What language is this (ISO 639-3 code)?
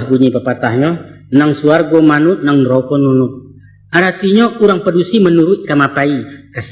min